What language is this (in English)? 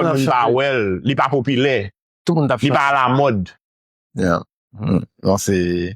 Haitian Creole